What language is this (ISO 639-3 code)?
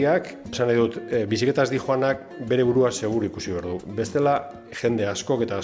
eus